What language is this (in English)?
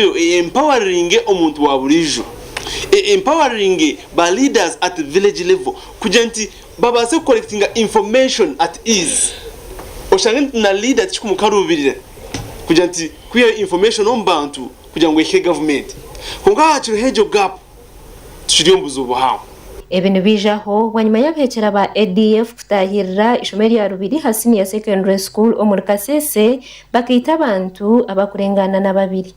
Nyankole